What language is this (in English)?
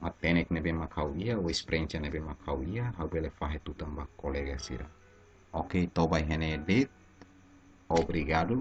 Tetum